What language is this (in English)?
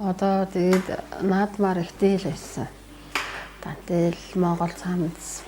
Mongolian